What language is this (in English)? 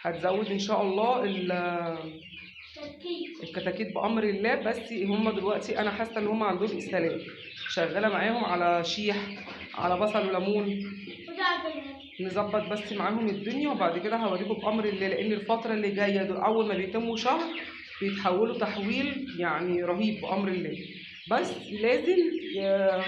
Egyptian Arabic